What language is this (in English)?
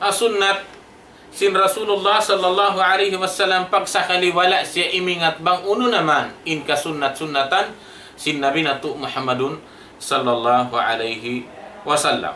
Tausug